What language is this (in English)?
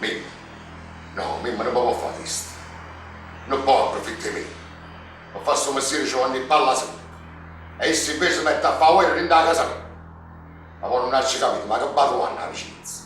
Neapolitan